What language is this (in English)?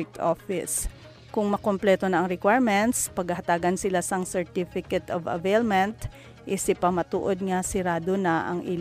Hiligaynon